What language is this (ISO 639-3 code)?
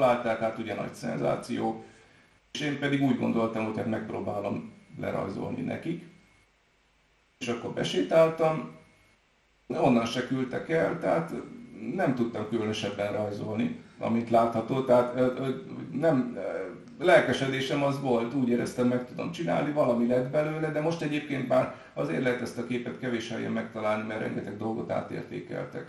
hun